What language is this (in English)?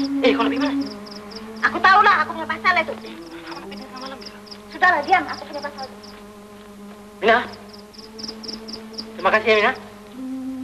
Malay